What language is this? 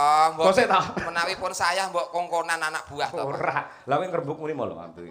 Javanese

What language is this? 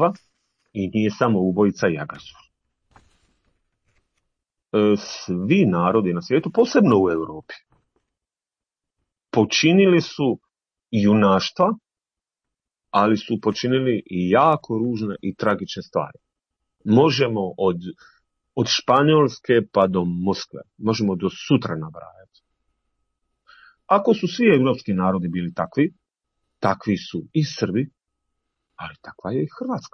Croatian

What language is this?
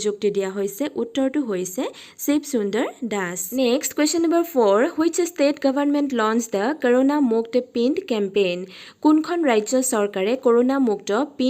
Assamese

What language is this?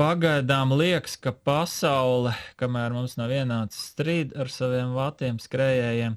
Latvian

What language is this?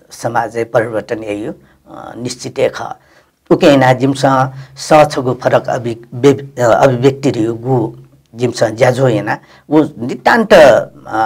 Newari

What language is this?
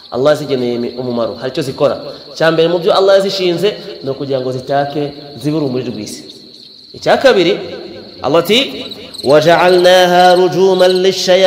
Kinyarwanda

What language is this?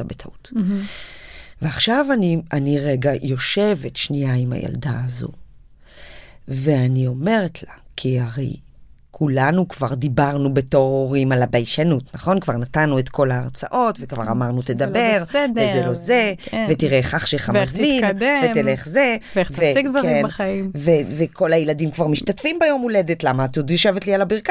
Hebrew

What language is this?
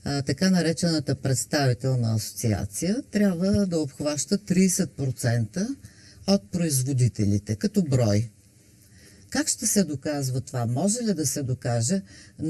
Bulgarian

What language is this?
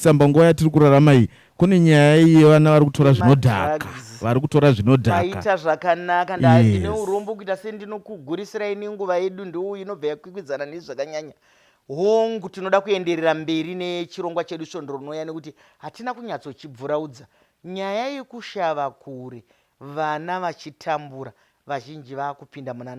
Shona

